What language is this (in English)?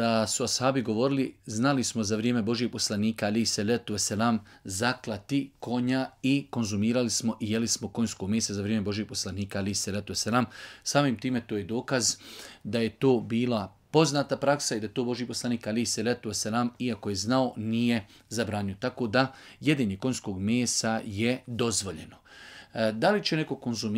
Bosnian